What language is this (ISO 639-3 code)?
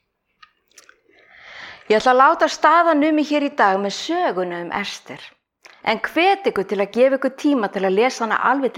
isl